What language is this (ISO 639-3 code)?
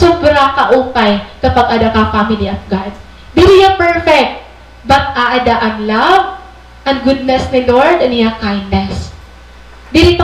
war